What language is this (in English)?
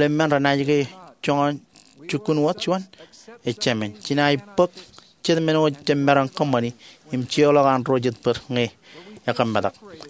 Marshallese